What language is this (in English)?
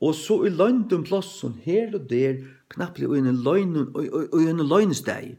Faroese